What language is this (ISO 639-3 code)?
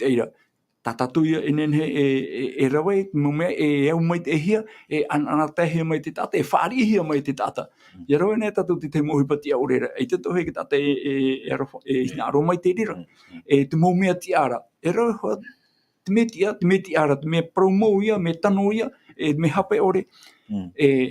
tah